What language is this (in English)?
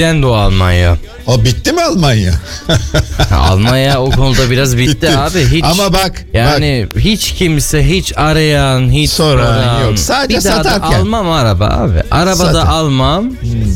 Turkish